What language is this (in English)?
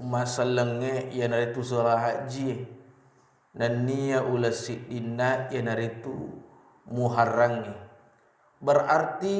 Buginese